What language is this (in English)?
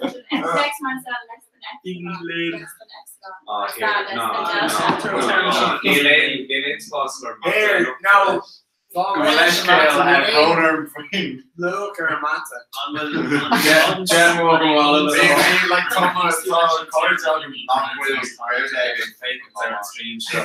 Irish